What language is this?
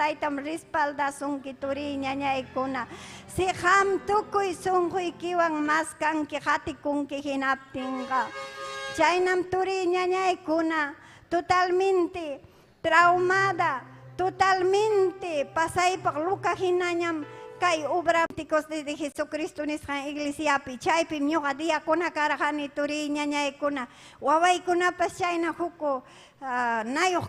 Ayacucho Quechua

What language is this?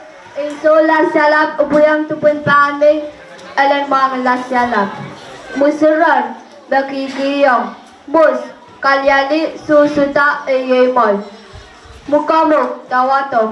Pohnpeian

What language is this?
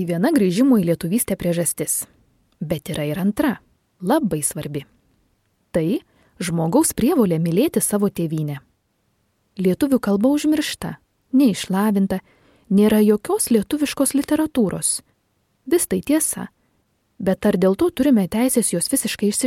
Lithuanian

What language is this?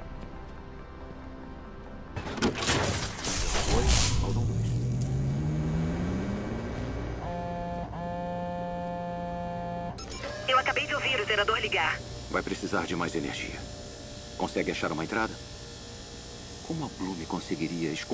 Portuguese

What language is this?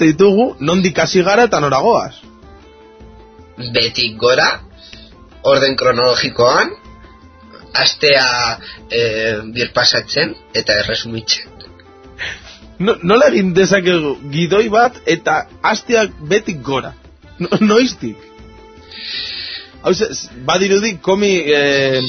Basque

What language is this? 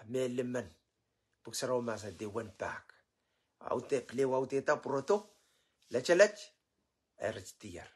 Pohnpeian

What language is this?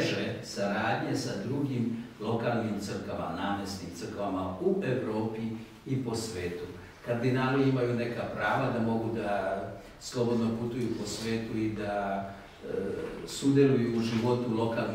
Serbian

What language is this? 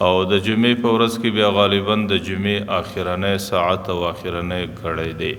Pashto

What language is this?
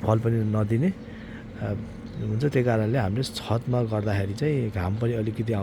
Nepali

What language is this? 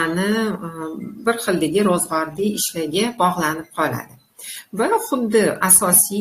Uzbek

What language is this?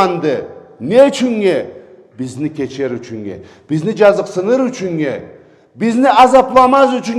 Karachay-Balkar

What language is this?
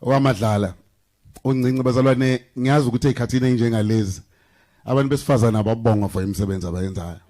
Zulu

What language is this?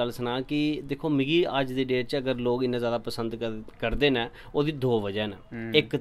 Dogri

